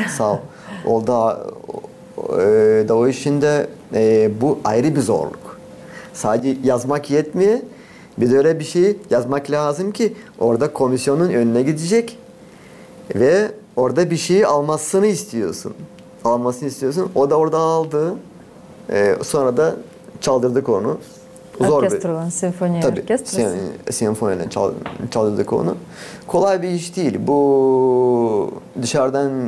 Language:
Gagauz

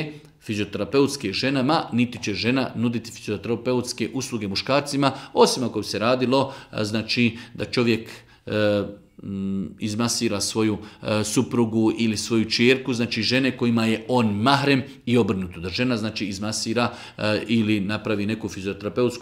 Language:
Bosnian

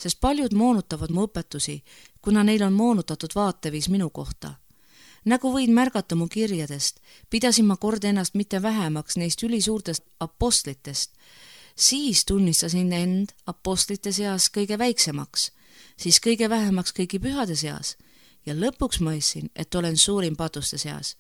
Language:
Estonian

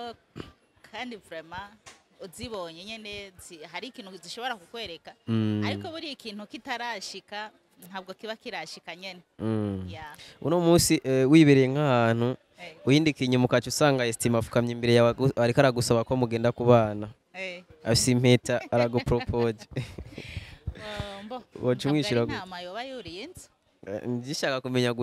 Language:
Rundi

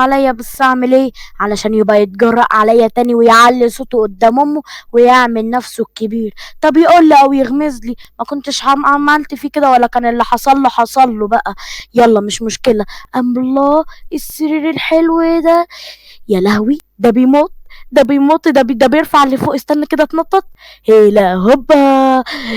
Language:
Egyptian Arabic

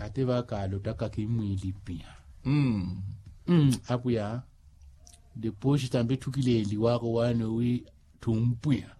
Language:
Makhuwa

